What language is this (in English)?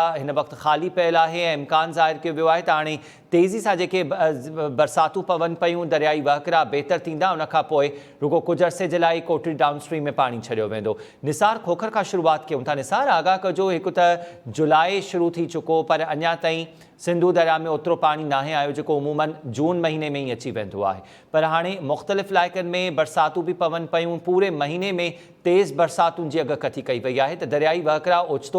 Sindhi